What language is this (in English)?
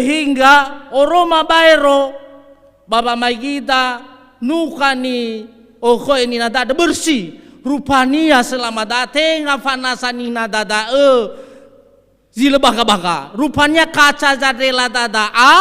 Nias